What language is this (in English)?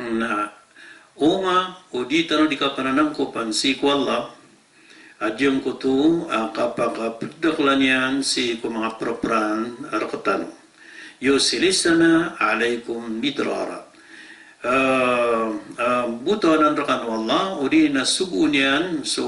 Maranao